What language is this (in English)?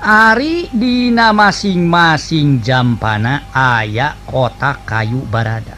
Sundanese